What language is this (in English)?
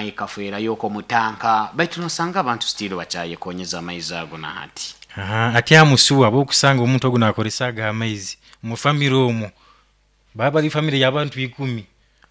Nyoro